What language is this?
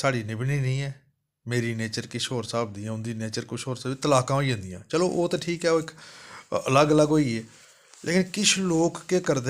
Dogri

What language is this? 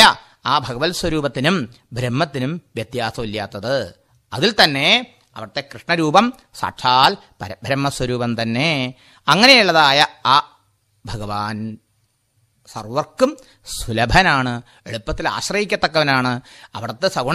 Malayalam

